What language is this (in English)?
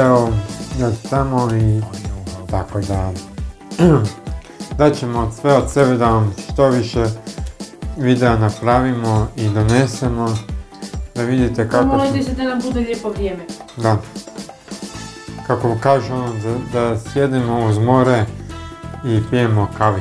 Croatian